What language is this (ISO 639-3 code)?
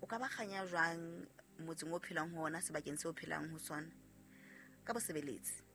sot